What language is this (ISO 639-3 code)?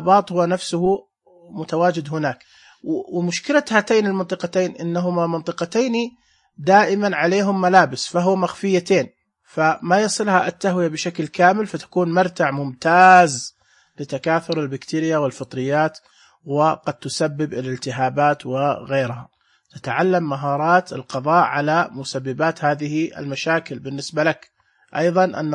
ars